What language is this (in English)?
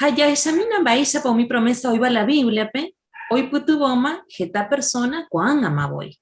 Guarani